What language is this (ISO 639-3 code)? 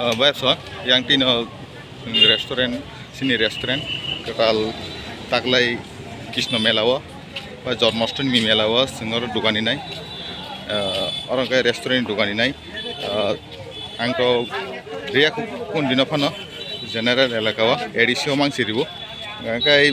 trp